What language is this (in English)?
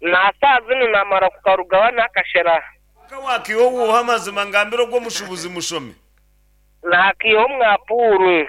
Nyankole